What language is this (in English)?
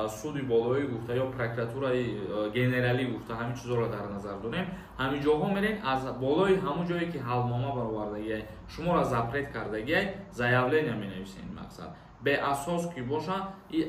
Tajik